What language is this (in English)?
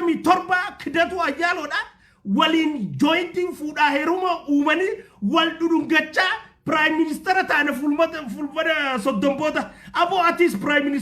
Oromo